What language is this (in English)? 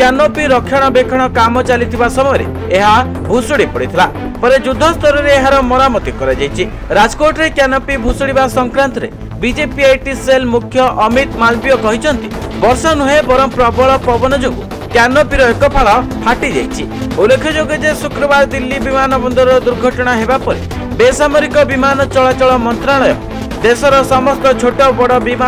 Odia